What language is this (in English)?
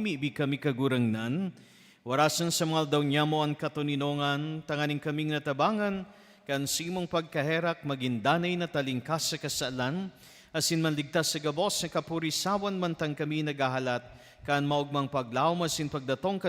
Bikol